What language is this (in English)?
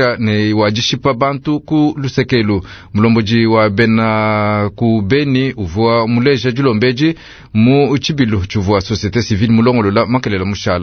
Luba-Lulua